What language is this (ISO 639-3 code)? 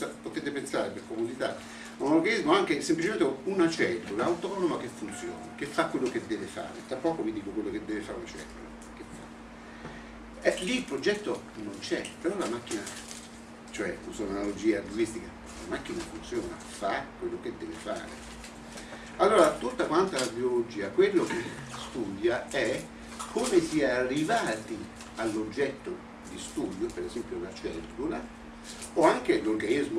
ita